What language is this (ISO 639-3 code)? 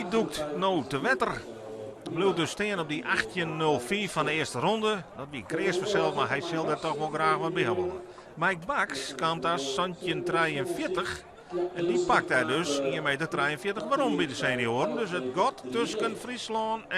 fry